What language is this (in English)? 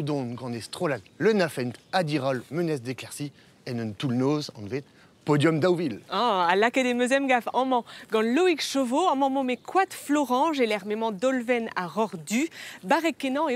Breton